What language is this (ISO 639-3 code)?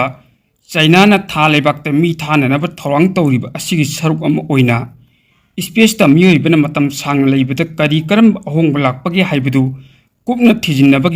mni